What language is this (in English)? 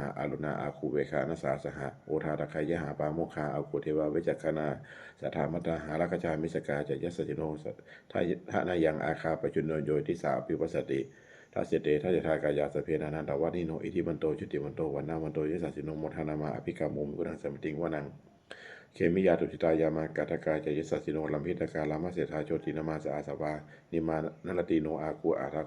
Pali